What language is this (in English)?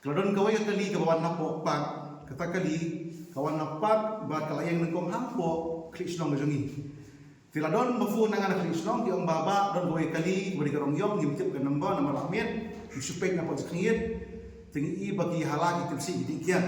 Khasi